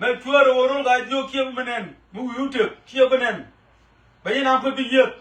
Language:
Nuer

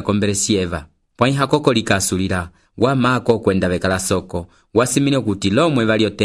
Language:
Umbundu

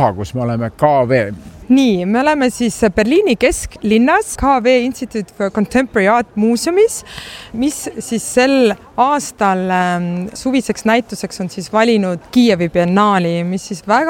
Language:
Estonian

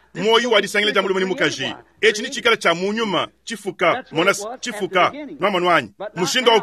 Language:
Luba-Lulua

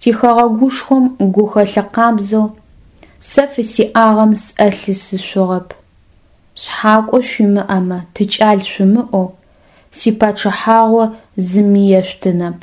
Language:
Adyghe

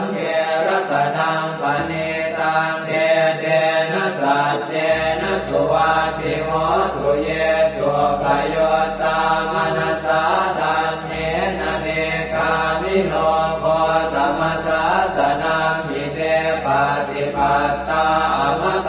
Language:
Pali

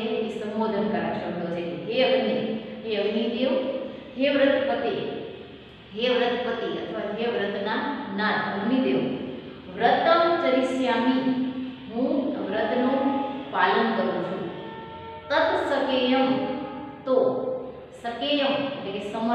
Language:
Gujarati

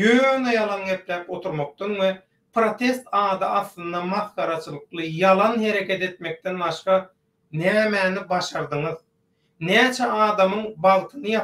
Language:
Turkmen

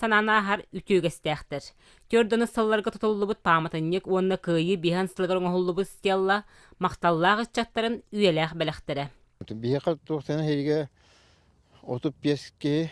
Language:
Yakut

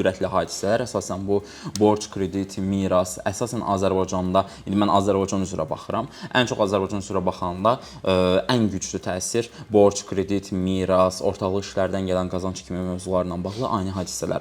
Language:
Azerbaijani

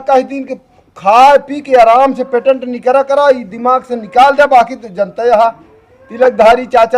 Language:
Awadhi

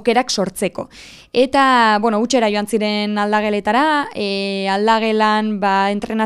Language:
Basque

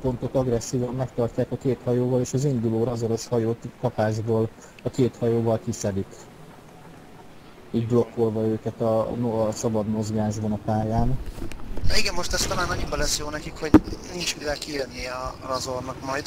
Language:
Hungarian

